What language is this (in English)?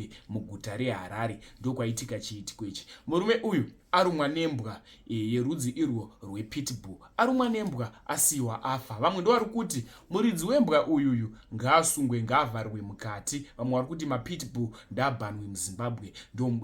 Shona